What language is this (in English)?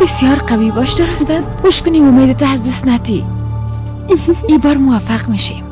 Persian